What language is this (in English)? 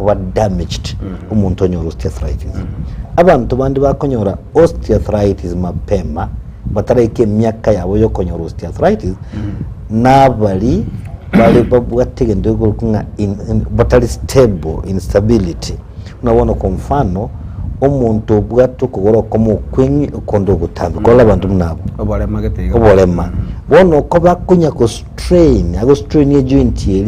Gusii